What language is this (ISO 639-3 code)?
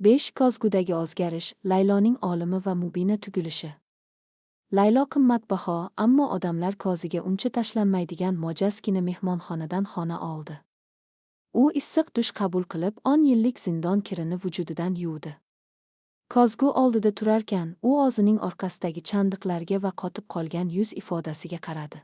uzb